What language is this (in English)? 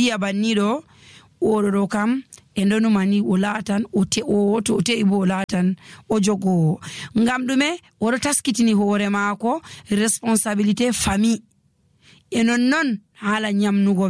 Nigerian Fulfulde